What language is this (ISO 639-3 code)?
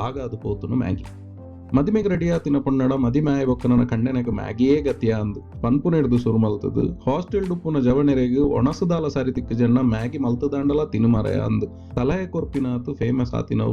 tcy